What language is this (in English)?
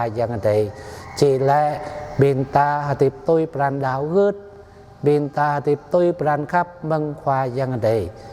Jarai